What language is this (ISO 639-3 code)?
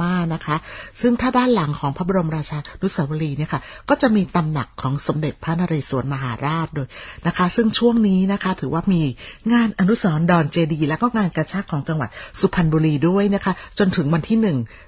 tha